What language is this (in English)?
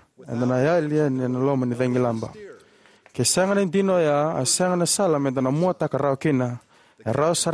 Fijian